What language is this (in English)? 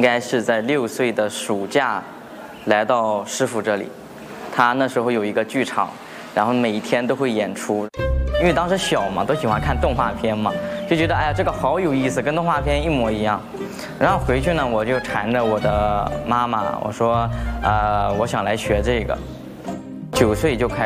Chinese